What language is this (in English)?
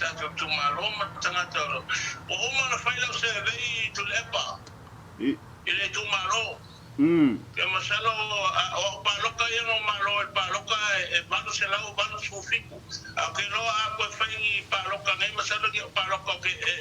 Samoan